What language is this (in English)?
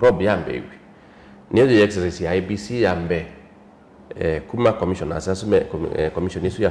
Kamba